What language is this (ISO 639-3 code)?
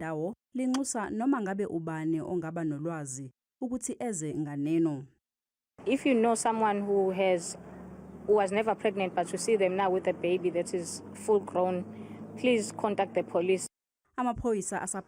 zul